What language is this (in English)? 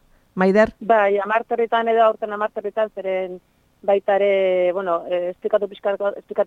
Basque